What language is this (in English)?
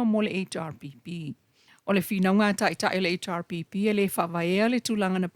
Samoan